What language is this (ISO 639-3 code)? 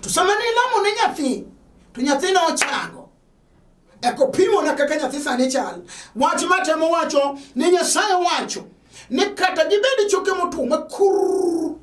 luo